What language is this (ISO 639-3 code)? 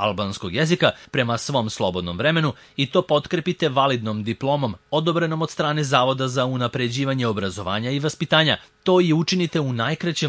srp